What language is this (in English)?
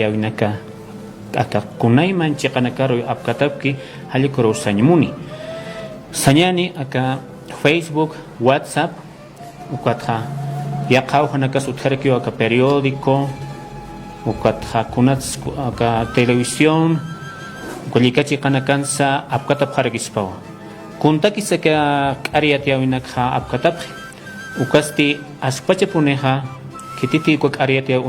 Aymara